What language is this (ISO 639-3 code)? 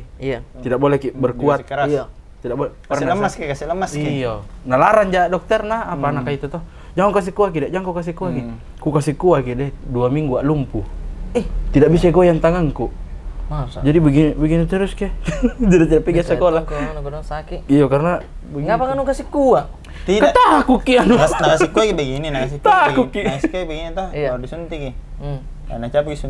mfp